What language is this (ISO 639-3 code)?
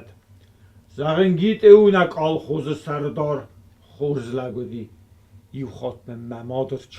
oss